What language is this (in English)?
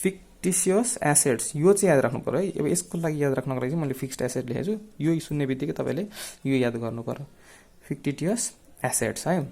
Nepali